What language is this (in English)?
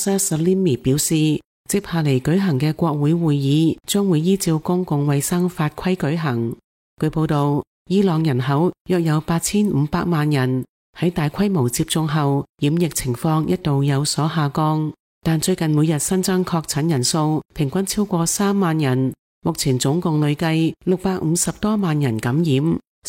Cantonese